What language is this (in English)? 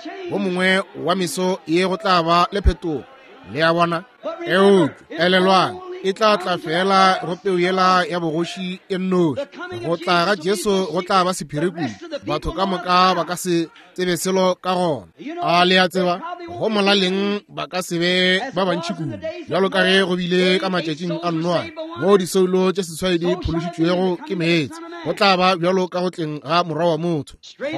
Northern Sotho